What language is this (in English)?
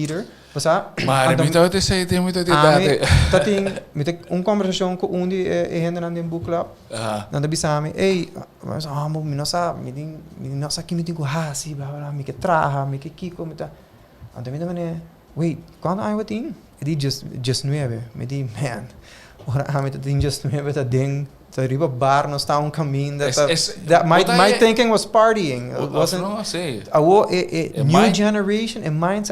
Papiamento